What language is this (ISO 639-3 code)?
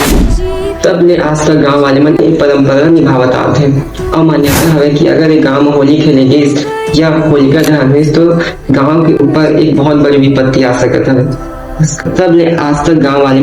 hne